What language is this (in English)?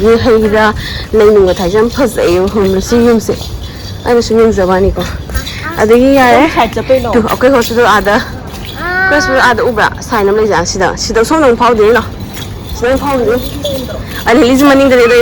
Manipuri